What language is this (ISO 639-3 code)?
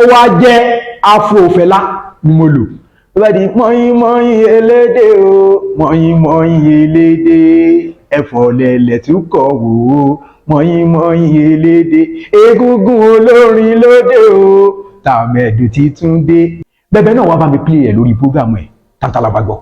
yor